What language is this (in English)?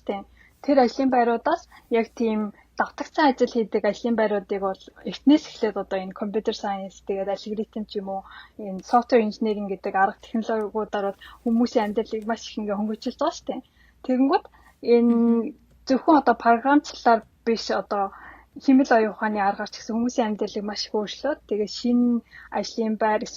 Mongolian